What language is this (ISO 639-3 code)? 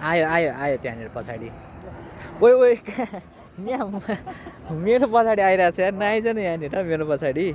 nep